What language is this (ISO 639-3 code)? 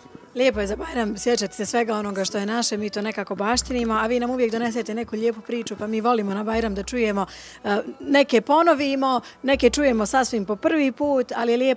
bos